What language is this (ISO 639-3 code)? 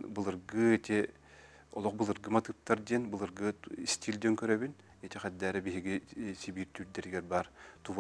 sah